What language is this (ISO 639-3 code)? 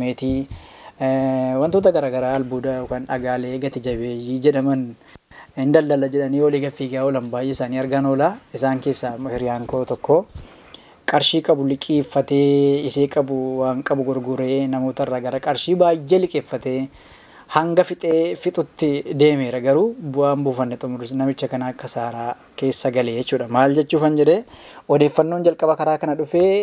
orm